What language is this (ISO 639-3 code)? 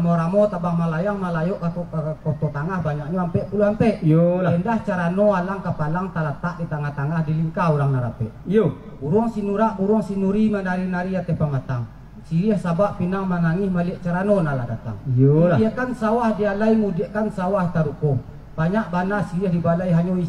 min